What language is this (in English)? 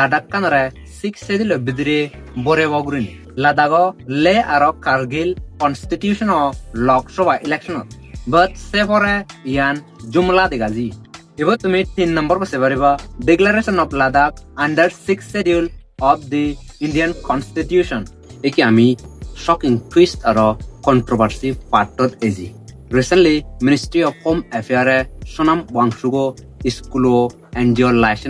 Chakma